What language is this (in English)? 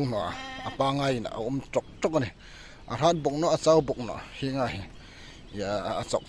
Hmar